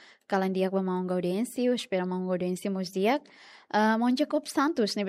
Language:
Tetum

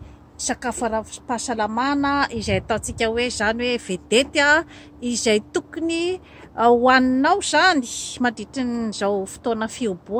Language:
Malagasy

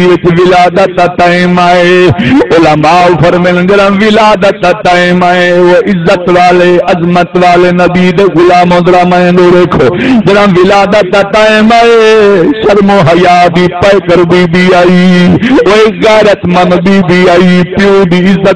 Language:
Saraiki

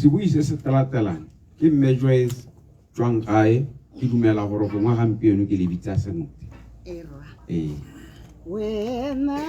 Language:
Tswana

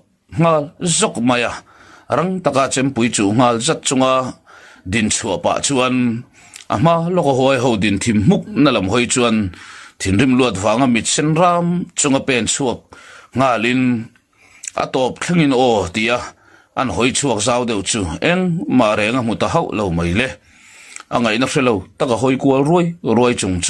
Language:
Mizo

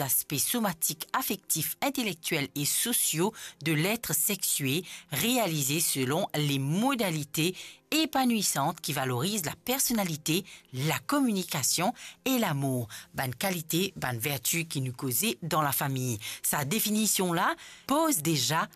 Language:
Morisyen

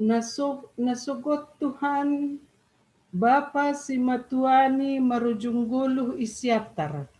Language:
Batak Simalungun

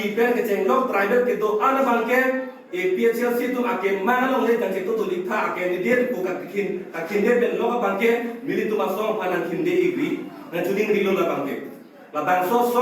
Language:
Karbi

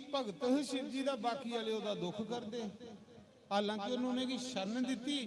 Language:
Dogri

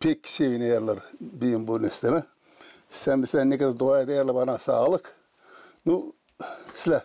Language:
Gagauz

